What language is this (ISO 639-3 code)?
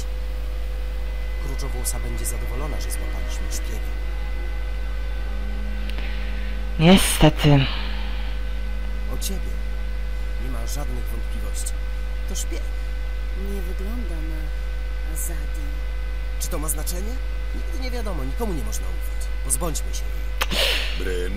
pol